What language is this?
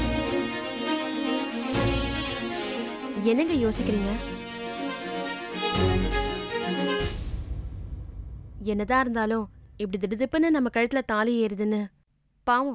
Tamil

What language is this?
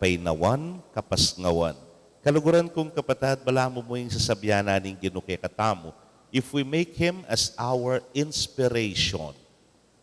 Pampanga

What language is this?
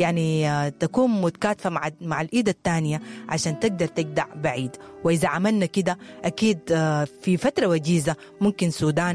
Sudanese Arabic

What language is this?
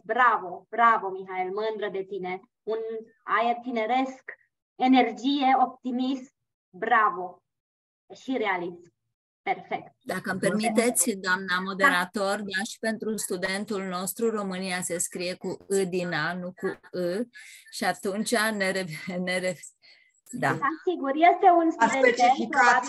Romanian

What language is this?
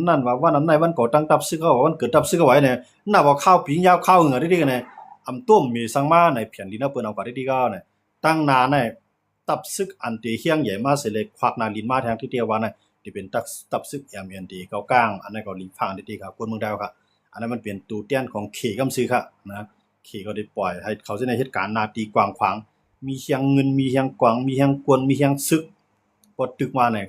Shan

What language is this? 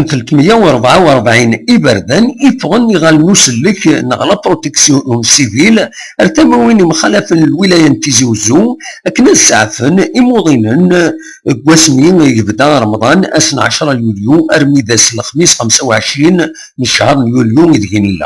Kabyle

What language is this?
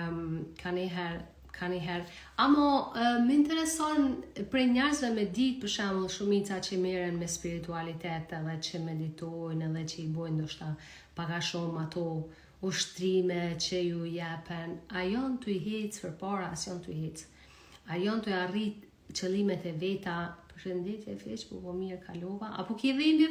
Albanian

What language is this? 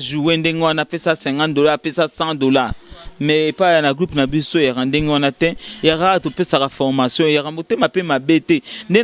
Lingala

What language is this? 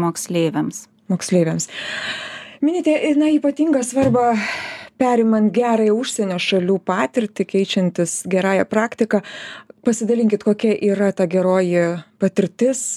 Lithuanian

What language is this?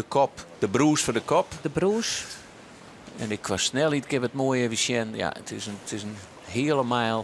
Western Frisian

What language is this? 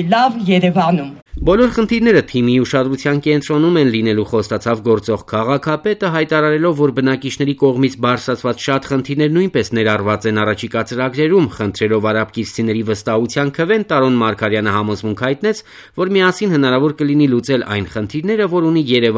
Armenian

